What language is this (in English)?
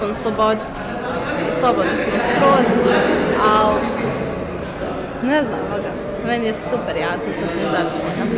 Bosnian